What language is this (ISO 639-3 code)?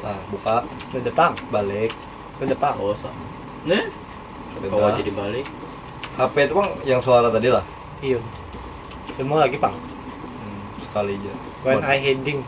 bjn